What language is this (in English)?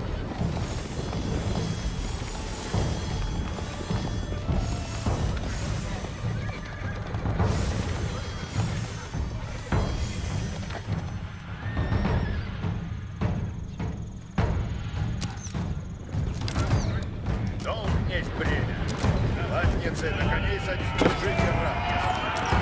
Russian